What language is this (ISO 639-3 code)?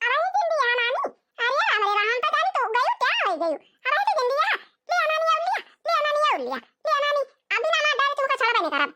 awa